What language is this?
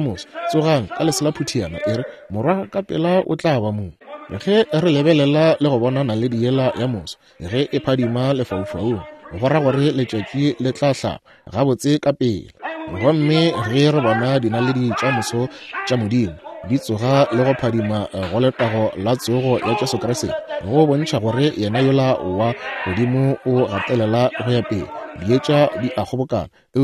Northern Sotho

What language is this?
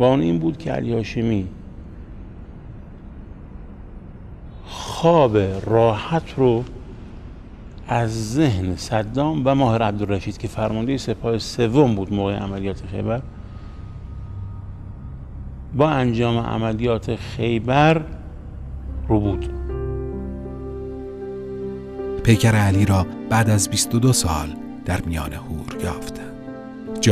Persian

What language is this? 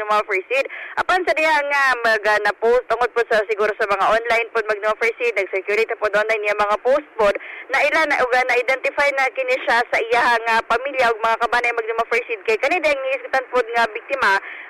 Cebuano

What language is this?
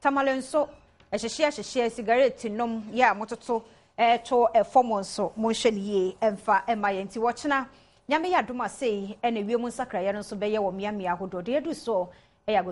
Akan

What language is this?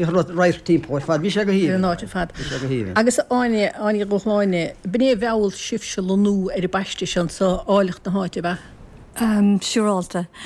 Irish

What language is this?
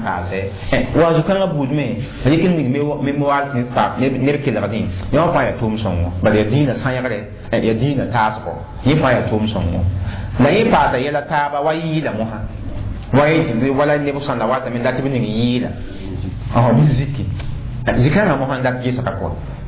Mossi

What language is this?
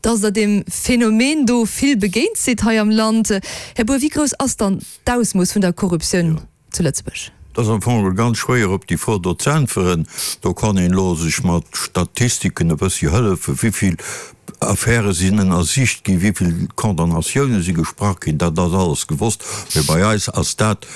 Luxembourgish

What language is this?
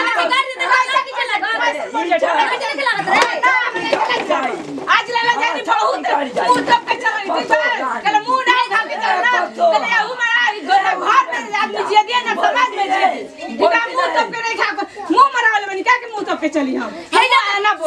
Bhojpuri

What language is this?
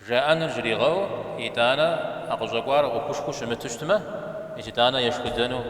Kabardian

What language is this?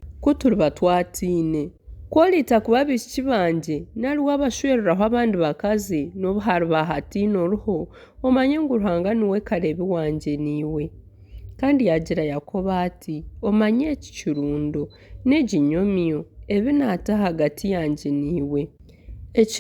Nyankole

